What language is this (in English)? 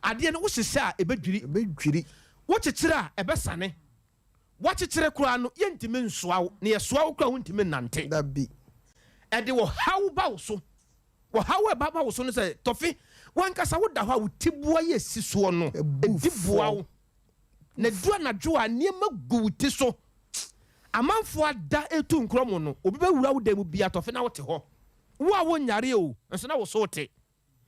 Akan